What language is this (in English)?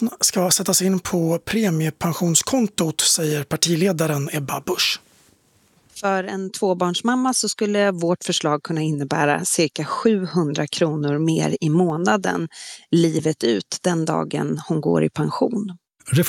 Swedish